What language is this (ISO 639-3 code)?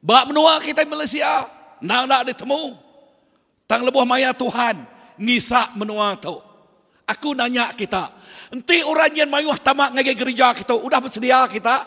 iba